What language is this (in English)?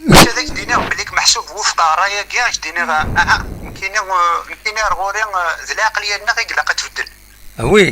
Kabyle